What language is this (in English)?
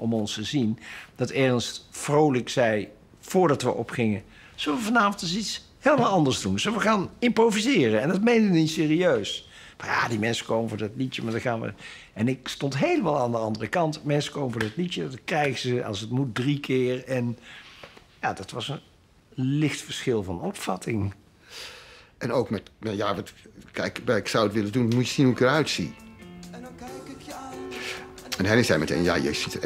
Dutch